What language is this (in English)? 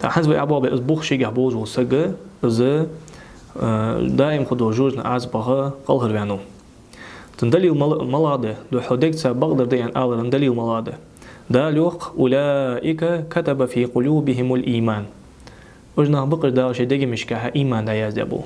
Ingush